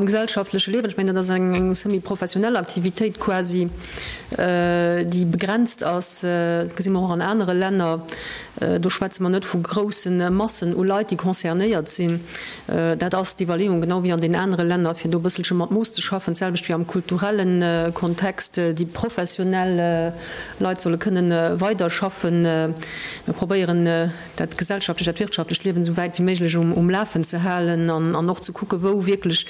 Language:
Luxembourgish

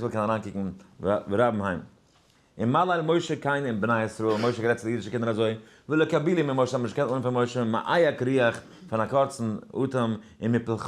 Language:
Yiddish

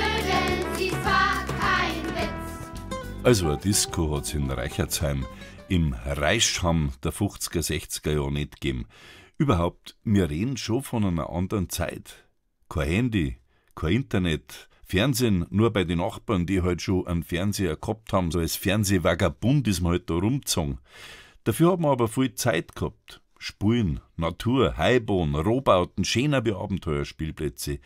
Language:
Bavarian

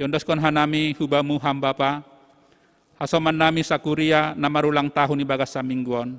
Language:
Batak Simalungun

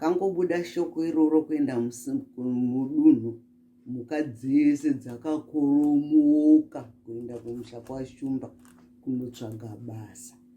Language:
Shona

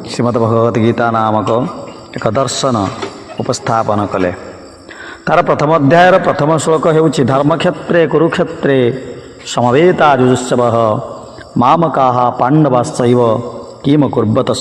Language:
Odia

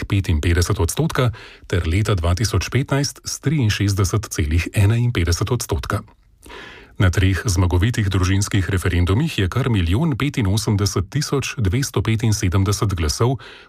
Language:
Slovenian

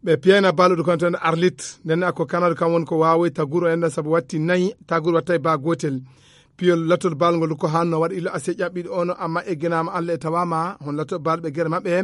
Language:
Nigerian Fulfulde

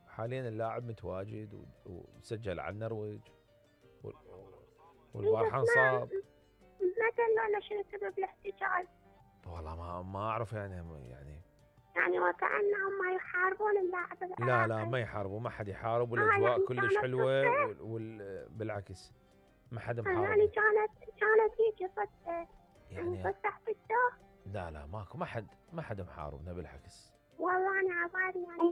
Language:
Mesopotamian Arabic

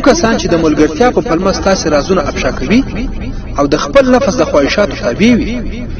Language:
Pashto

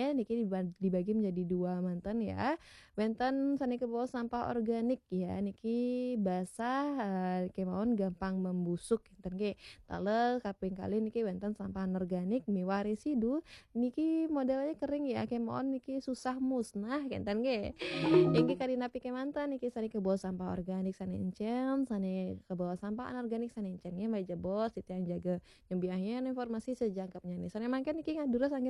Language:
Balinese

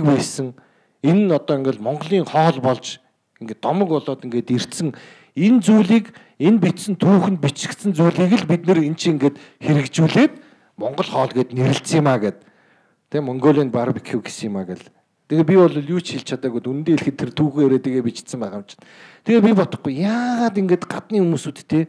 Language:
Mongolian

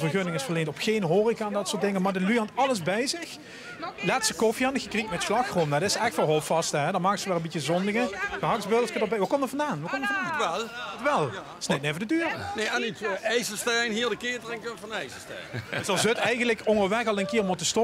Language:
Limburgish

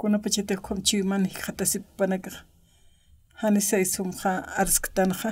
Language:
Aymara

